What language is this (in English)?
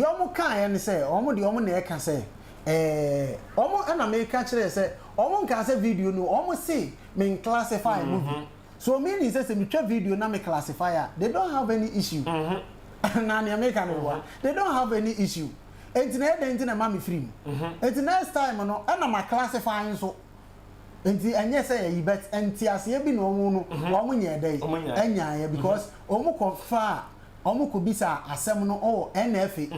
Akan